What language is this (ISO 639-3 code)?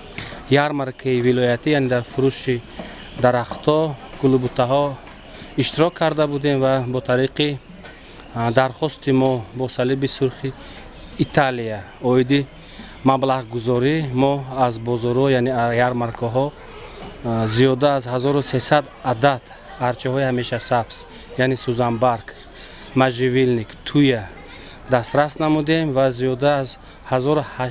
tgk